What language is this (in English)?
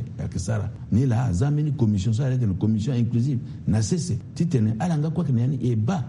Sango